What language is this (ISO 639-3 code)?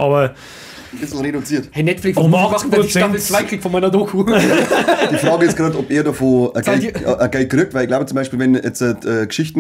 bar